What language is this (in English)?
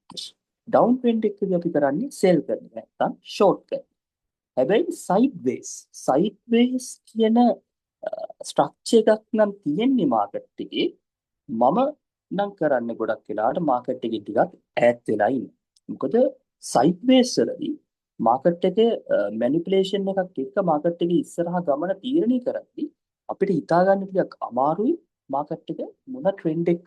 Sinhala